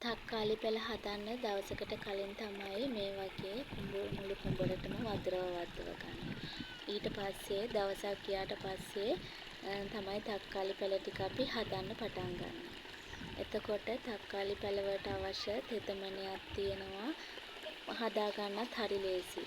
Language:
Sinhala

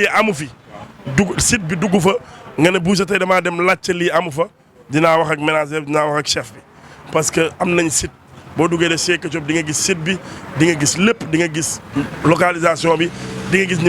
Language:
Wolof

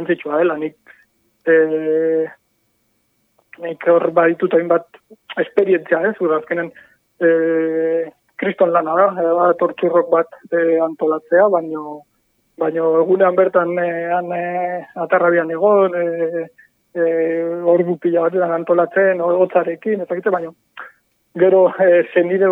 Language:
Basque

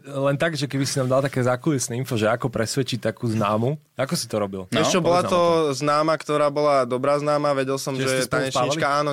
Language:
Slovak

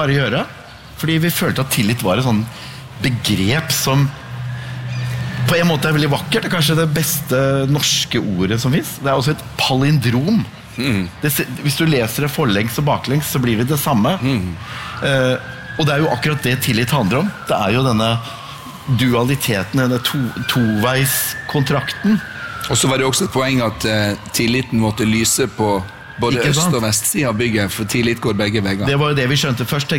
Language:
Norwegian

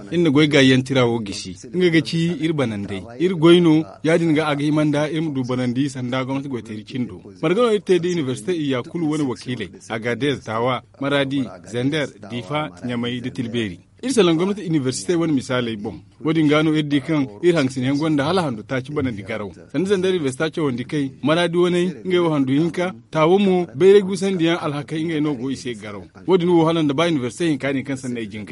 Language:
Zarma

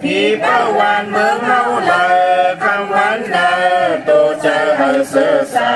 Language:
Shan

